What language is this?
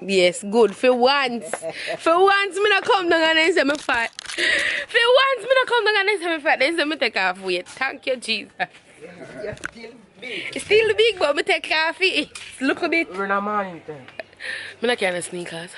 Jamaican Creole English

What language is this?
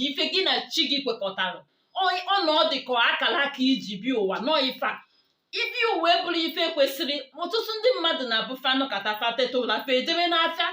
Igbo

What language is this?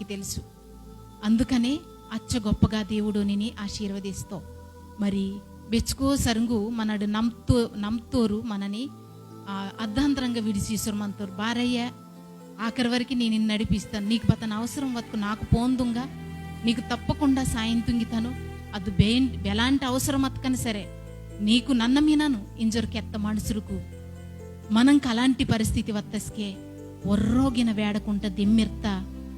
Koya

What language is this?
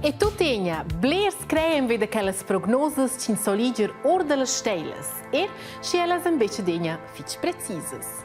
Romansh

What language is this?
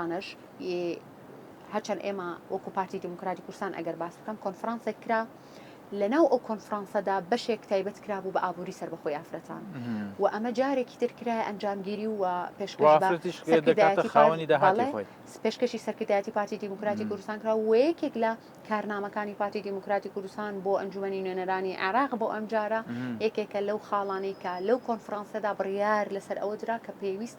Central Kurdish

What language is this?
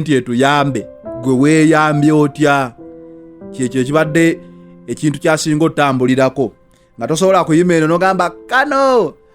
Ganda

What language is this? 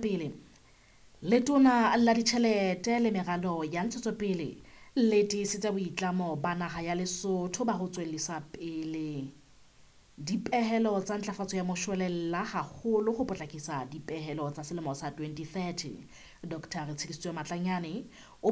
Southern Sotho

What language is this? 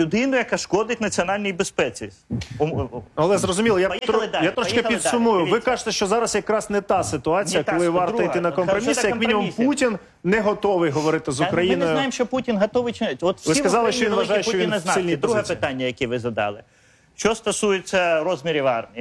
Ukrainian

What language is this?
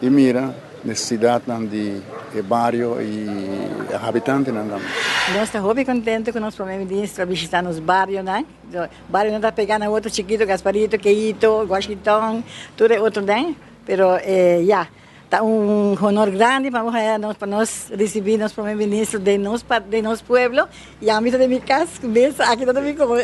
Papiamento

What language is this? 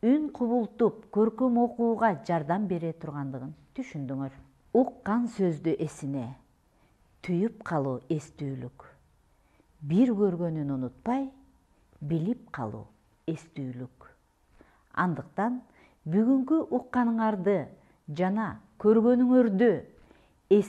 Kyrgyz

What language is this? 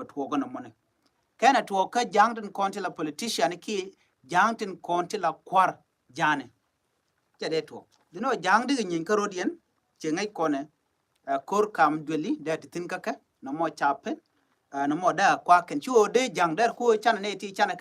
Nuer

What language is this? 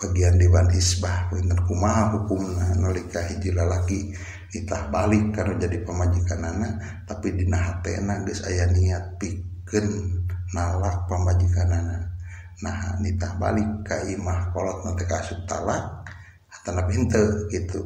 Sundanese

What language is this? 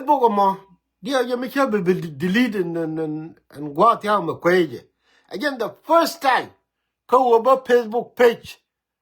Nuer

